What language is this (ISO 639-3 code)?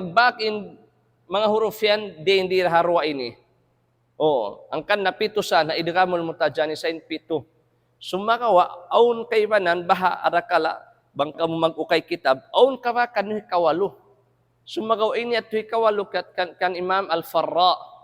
tsg